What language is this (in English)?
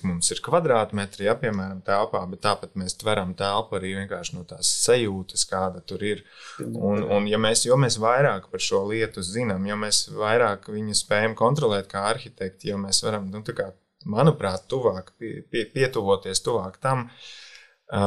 Latvian